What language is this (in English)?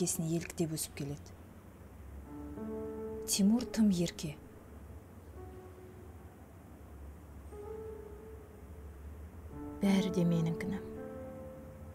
Kazakh